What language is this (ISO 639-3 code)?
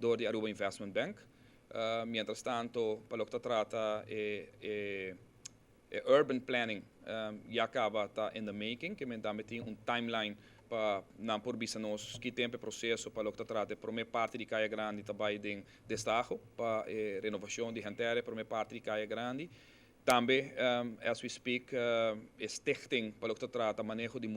pap